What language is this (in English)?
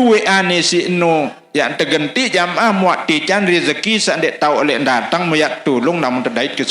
Sasak